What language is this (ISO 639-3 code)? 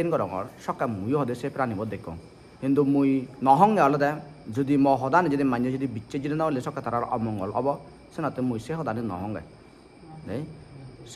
ccp